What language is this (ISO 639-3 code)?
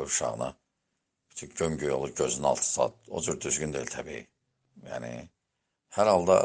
aze